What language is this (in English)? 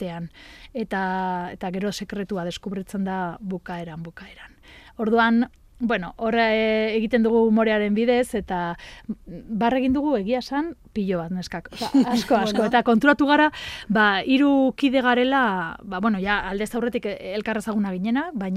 Basque